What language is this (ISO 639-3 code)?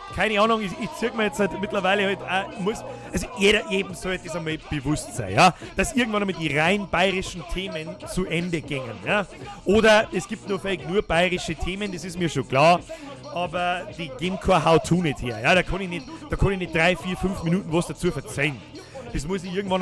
bar